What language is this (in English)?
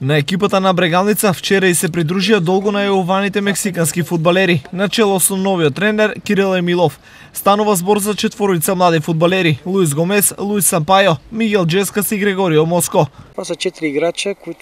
Macedonian